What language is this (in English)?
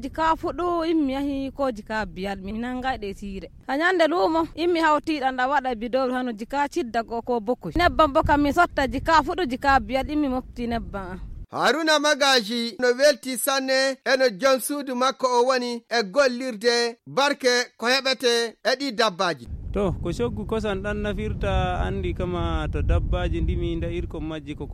Fula